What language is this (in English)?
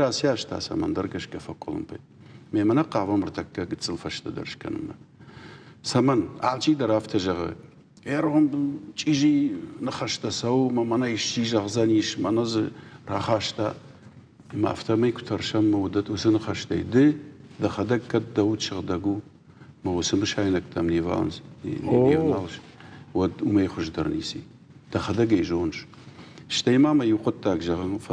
Ossetic